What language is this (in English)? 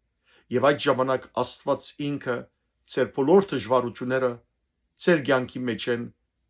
Western Armenian